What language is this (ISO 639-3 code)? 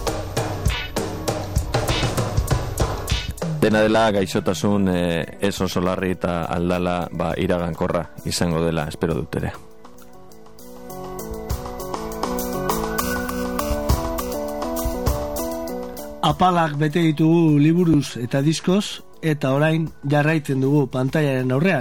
eus